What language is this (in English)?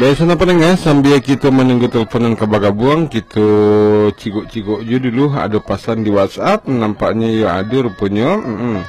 Minangkabau